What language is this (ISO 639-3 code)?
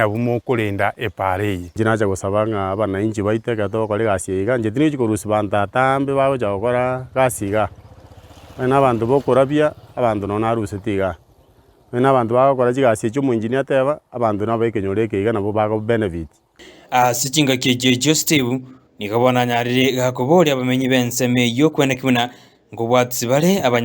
guz